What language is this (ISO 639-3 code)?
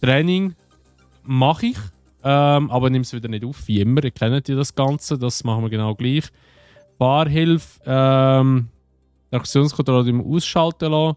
gsw